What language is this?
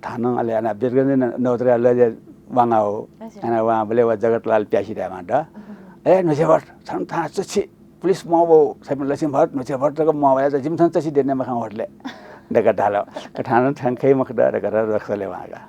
Newari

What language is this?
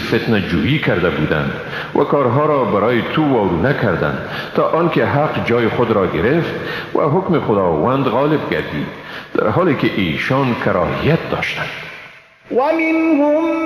Persian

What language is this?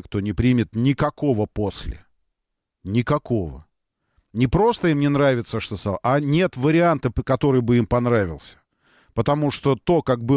Russian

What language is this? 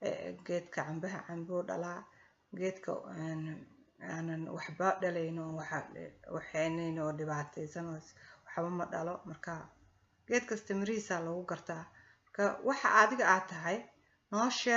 Somali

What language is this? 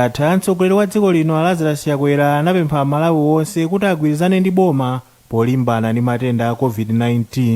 Nyanja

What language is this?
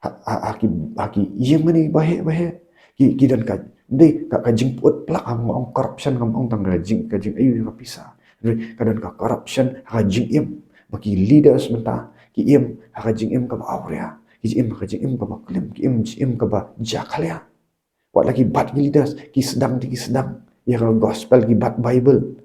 Khasi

